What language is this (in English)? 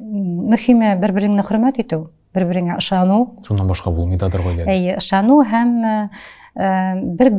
Tatar